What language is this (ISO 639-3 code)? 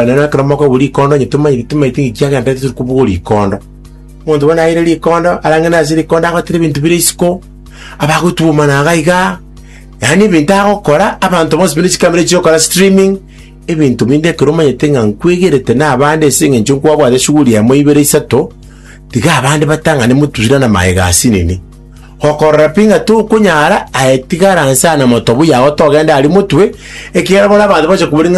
guz